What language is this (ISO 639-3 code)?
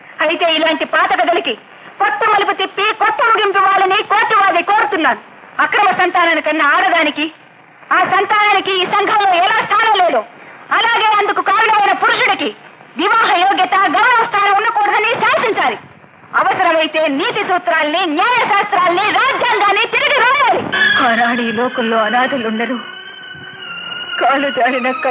tel